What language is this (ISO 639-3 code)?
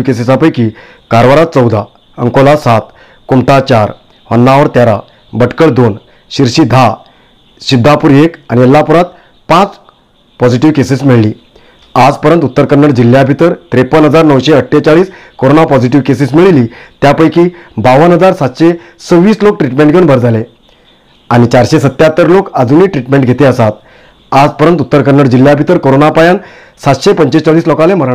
kok